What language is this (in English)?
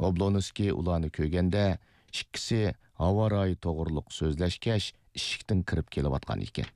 Uyghur